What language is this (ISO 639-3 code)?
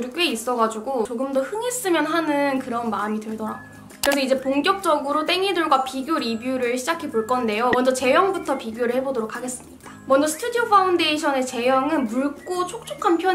kor